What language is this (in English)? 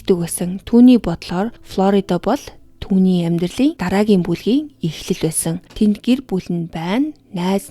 Mongolian